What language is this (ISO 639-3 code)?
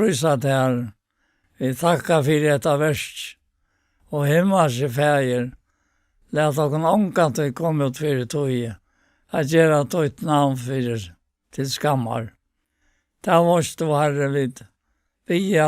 fao